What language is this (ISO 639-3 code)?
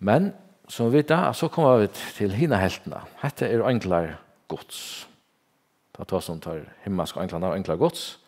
fao